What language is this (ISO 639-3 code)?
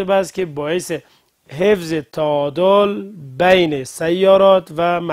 fas